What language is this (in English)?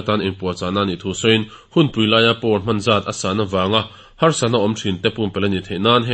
Mizo